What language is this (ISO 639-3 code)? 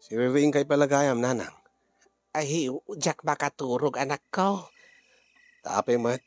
ilo